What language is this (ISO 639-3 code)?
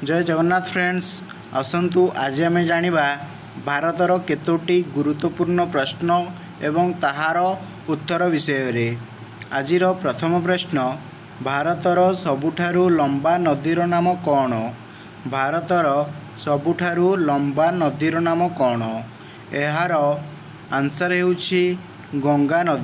ori